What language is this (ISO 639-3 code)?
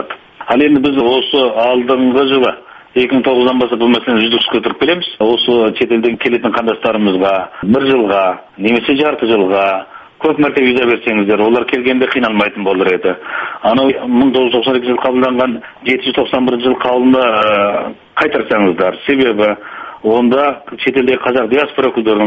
kaz